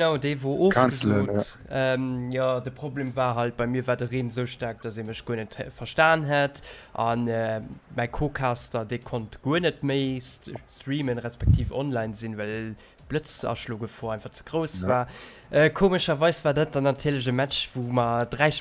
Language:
Luxembourgish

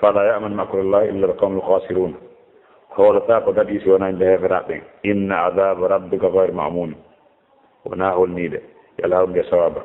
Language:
Fula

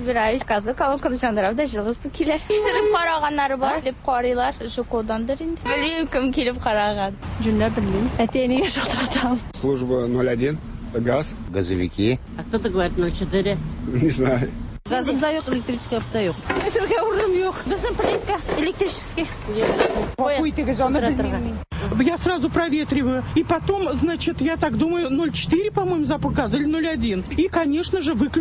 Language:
Tatar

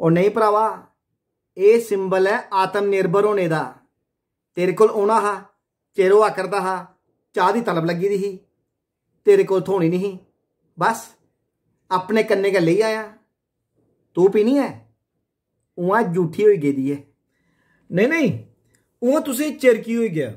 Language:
Dogri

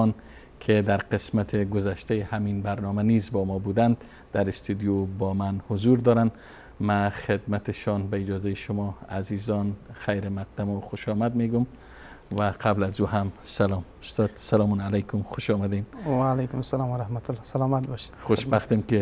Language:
Persian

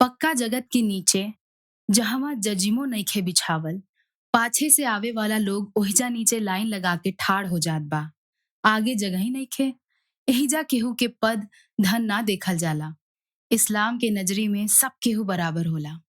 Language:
Bhojpuri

